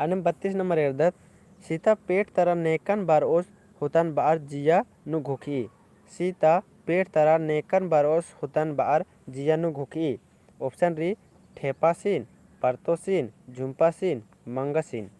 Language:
Kurukh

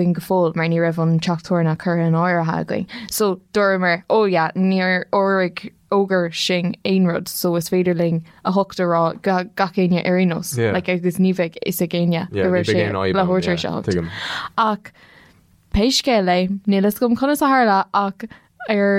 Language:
Irish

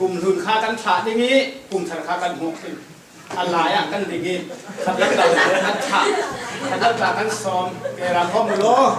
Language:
Falam Chin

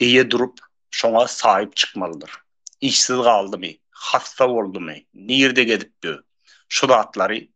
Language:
Turkmen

